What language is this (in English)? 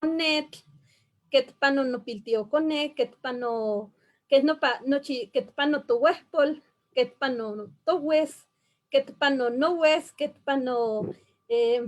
Eastern Huasteca Nahuatl